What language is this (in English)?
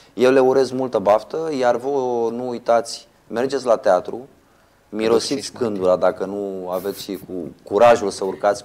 Romanian